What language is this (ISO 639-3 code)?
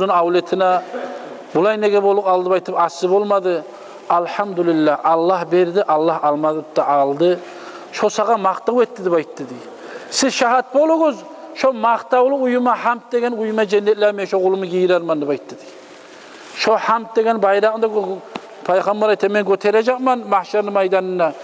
kum